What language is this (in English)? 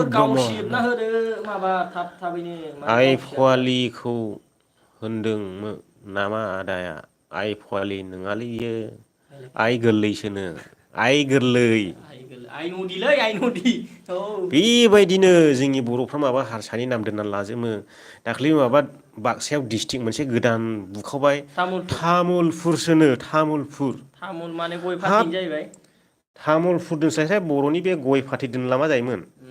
Bodo